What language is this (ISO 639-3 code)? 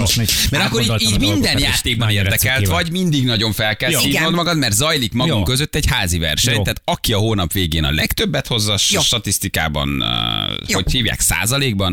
hun